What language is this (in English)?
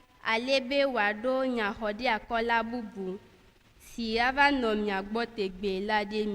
Ewe